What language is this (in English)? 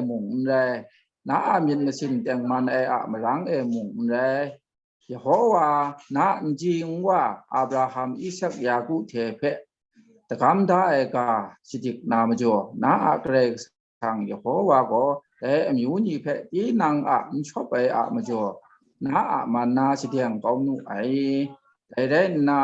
Kachin